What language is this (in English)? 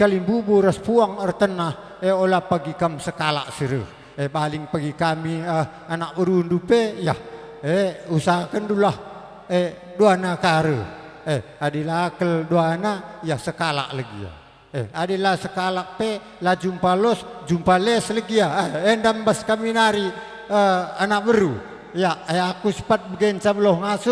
Batak Karo